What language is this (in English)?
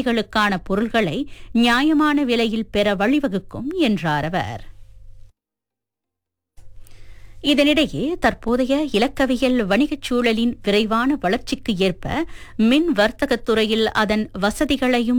Tamil